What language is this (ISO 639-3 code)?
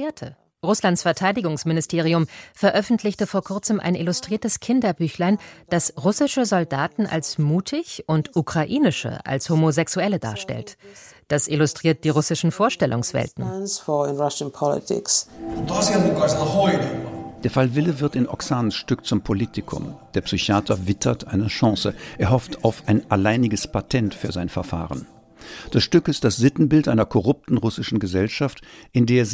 deu